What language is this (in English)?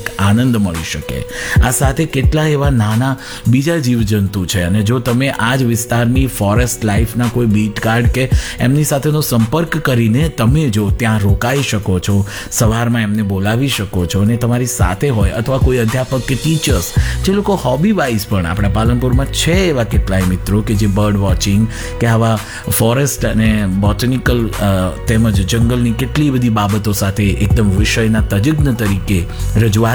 Gujarati